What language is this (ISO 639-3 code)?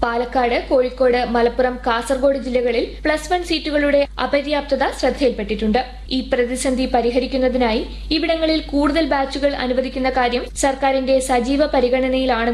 mal